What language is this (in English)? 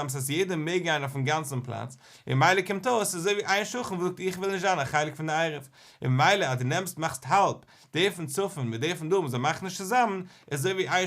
Yiddish